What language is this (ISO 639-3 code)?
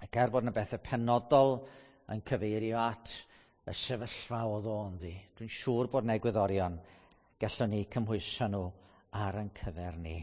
cym